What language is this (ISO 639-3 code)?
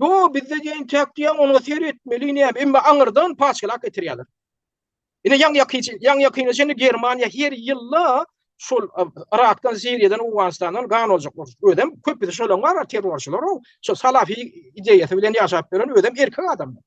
tuk